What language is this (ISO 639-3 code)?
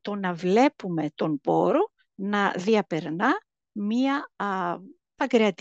ell